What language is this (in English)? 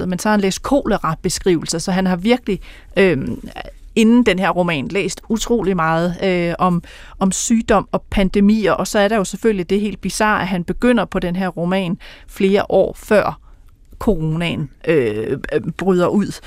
Danish